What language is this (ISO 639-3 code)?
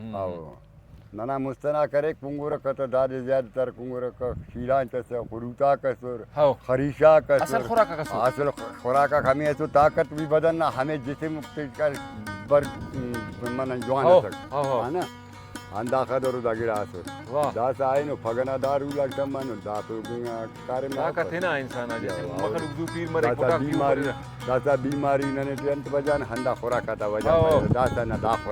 brh